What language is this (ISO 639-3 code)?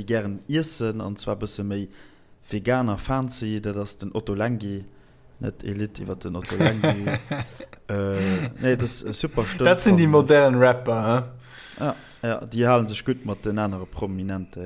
ltz